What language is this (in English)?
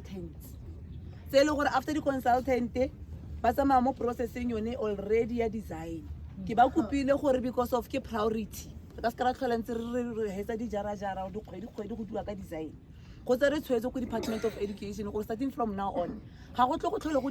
Tswana